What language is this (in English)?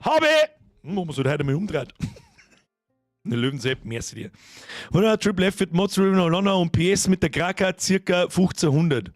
Bavarian